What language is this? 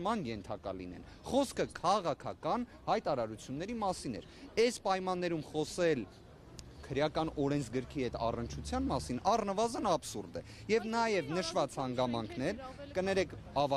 Armenian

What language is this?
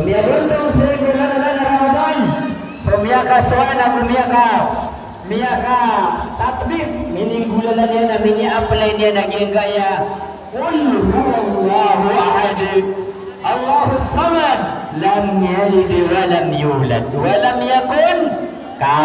Maranao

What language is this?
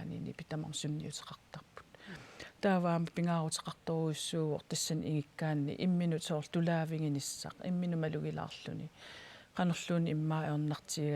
Kalaallisut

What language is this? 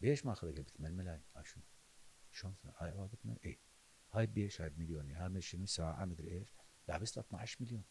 Mesopotamian Arabic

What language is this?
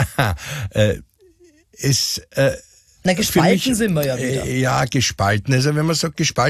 German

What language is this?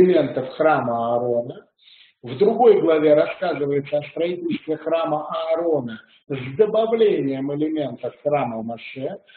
Russian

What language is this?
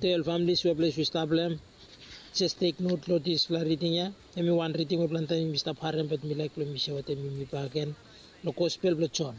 Bislama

